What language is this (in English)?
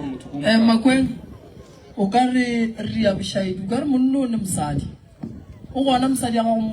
Northern Sotho